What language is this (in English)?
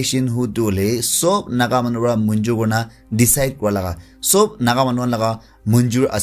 Naga Pidgin